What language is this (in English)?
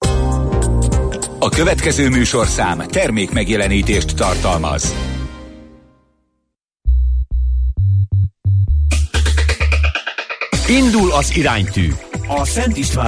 Hungarian